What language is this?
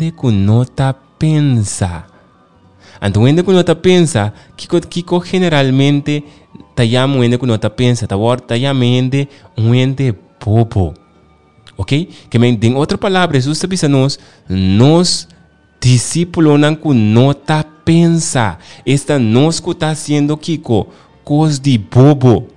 Papiamento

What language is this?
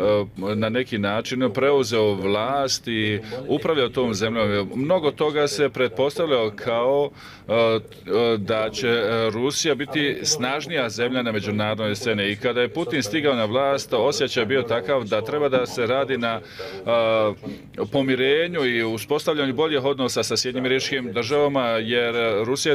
Bosnian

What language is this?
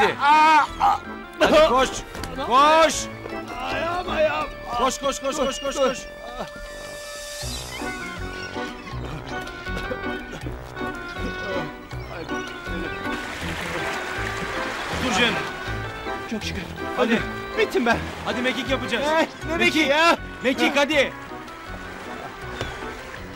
Turkish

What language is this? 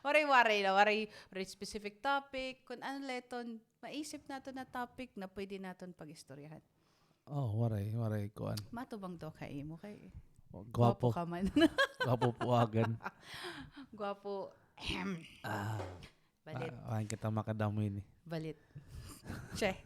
Waray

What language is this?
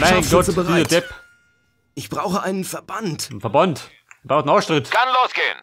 Bavarian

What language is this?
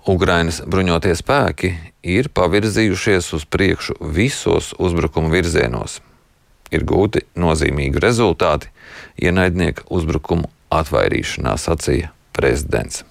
Latvian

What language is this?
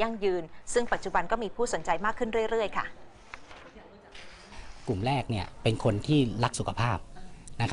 Thai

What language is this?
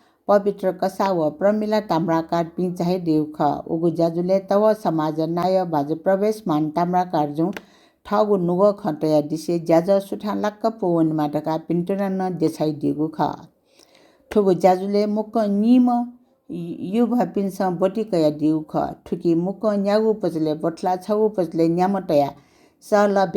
Newari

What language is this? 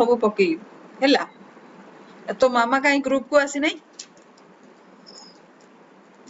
Odia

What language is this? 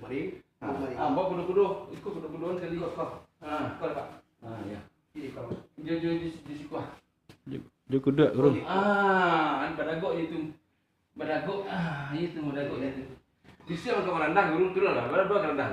Minangkabau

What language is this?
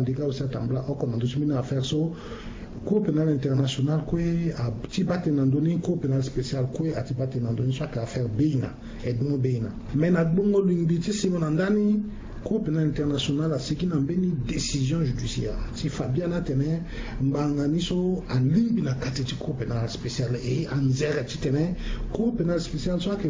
Sango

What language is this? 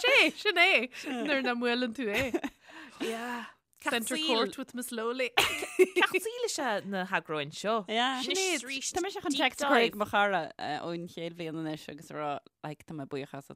Irish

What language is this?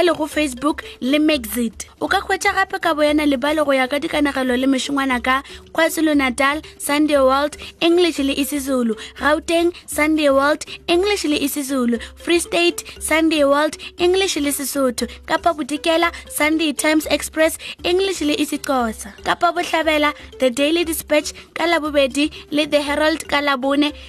Northern Sotho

